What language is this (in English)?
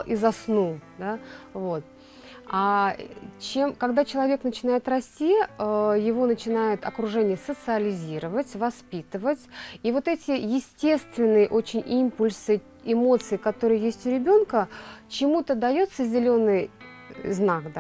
Russian